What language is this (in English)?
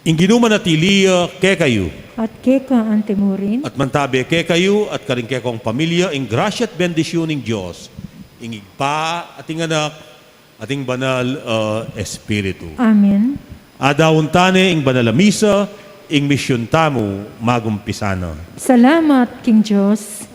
Pampanga